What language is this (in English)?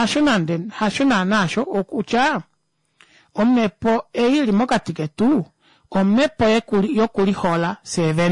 Kuanyama